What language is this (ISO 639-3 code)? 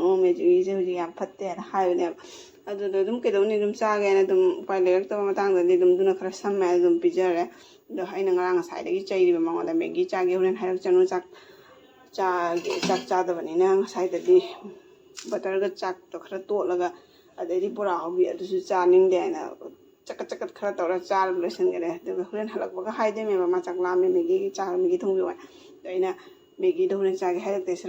mni